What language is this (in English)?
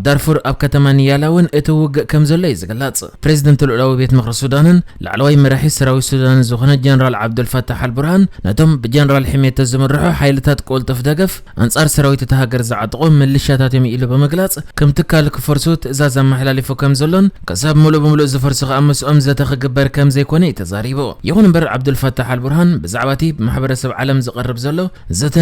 Tigrinya